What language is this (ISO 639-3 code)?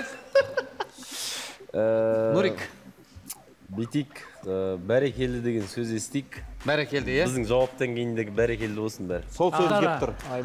kaz